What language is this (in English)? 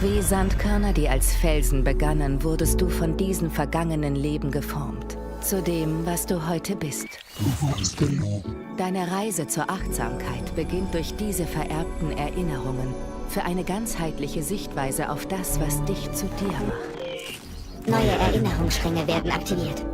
Bavarian